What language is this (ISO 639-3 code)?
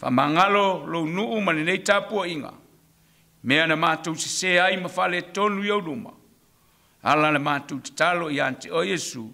smo